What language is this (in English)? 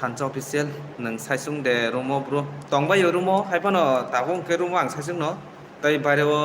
Kok Borok